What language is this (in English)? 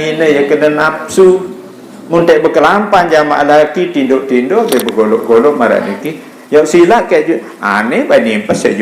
Sasak